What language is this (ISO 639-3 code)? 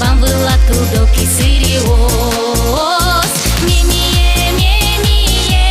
udm